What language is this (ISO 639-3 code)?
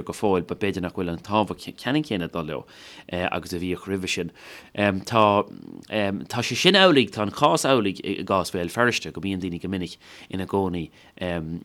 gle